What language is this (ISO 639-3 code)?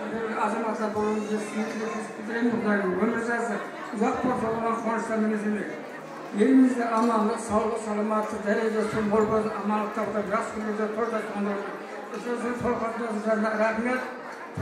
kaa